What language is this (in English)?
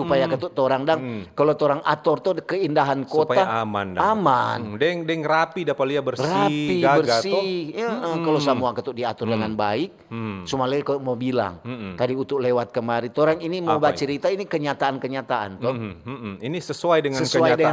Manado Malay